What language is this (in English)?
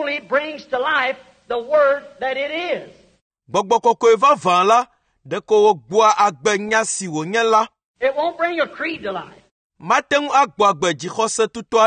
Ewe